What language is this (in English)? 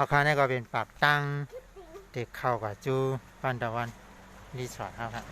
Shan